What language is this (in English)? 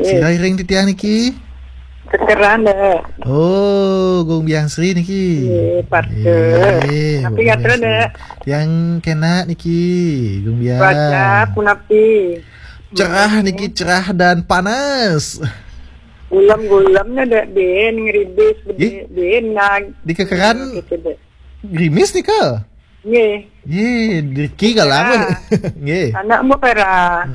Balinese